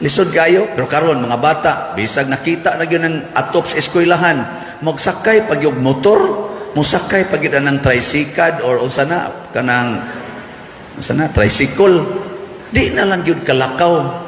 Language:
Cebuano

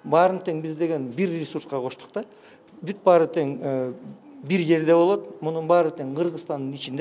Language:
Kyrgyz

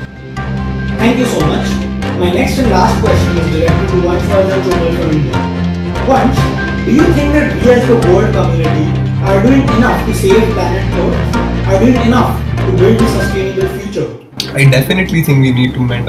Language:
English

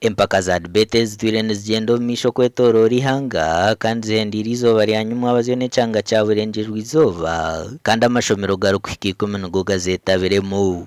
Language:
Nyankole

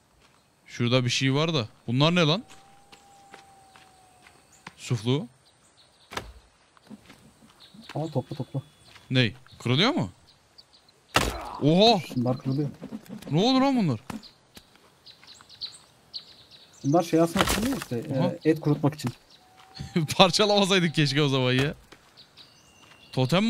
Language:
Turkish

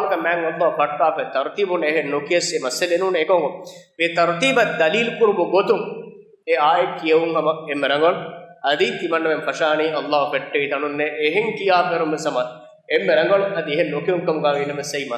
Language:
Divehi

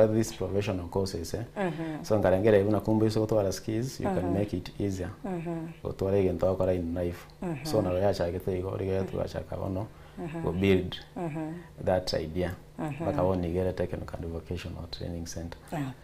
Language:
Gusii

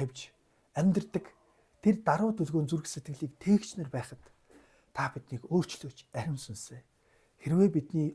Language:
Mongolian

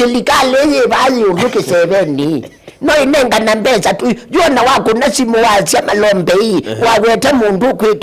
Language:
Kamba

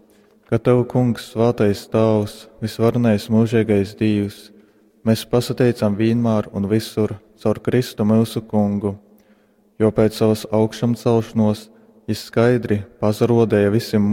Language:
Latgalian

